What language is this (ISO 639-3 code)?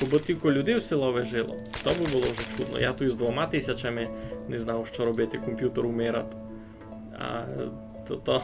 rue